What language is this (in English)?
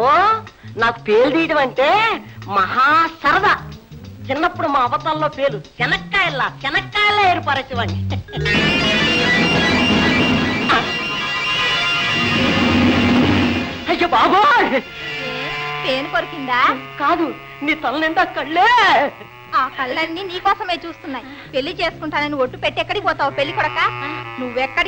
Telugu